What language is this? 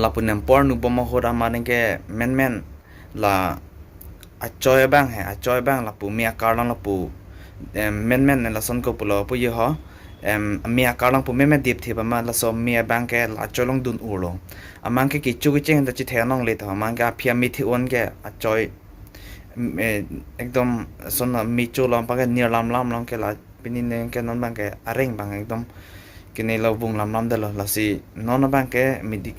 Karbi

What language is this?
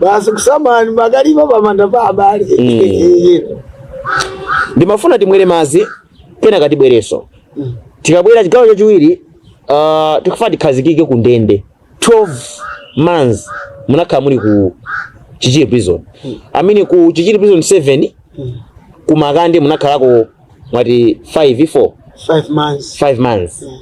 Nyanja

